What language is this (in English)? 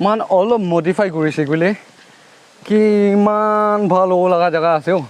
Naga Pidgin